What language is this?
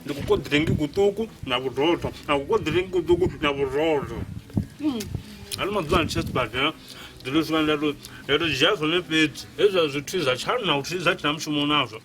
Venda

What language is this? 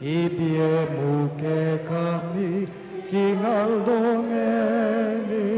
Pampanga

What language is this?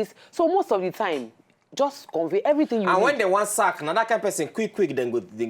Nigerian Pidgin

